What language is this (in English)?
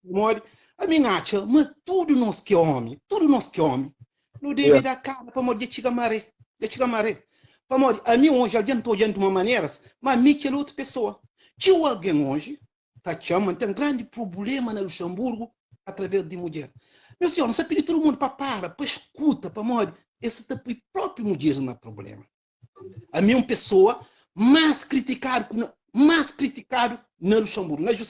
Kabuverdianu